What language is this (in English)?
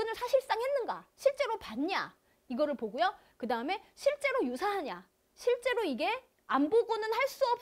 Korean